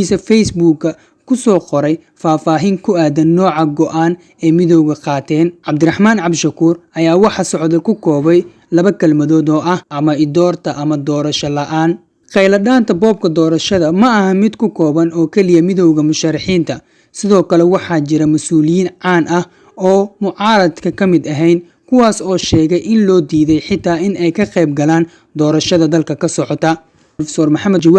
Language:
Somali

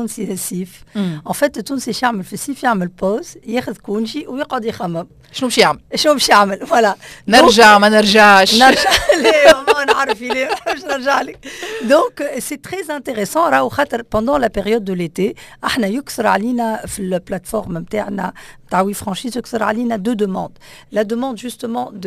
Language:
Tunisian Arabic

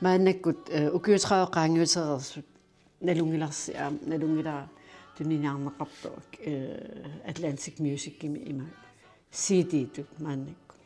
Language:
Kalaallisut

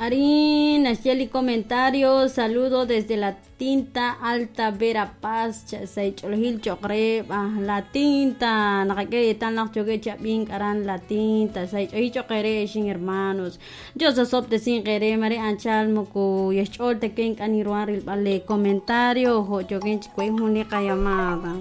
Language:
Kekchí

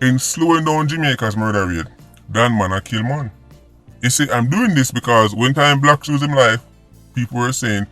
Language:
Jamaican Creole English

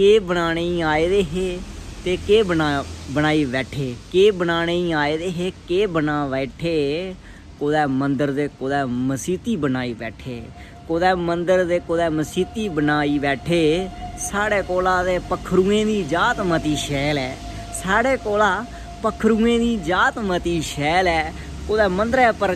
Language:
Dogri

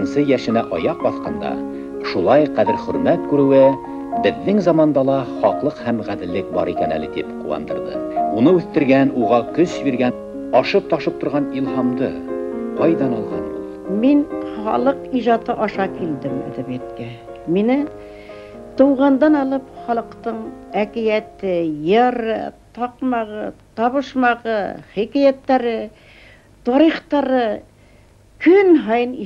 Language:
Bashkir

